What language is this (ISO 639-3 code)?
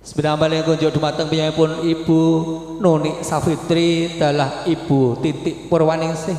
jav